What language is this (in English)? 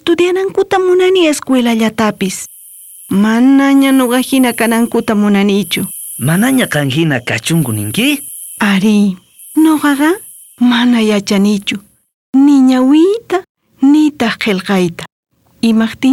South Bolivian Quechua